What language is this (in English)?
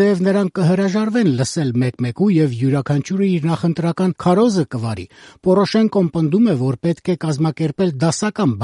Armenian